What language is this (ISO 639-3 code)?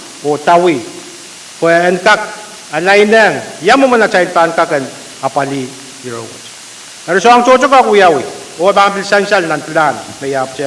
pon